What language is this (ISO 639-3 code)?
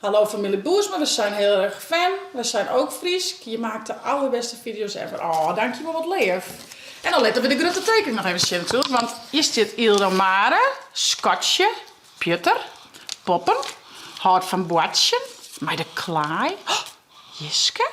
fry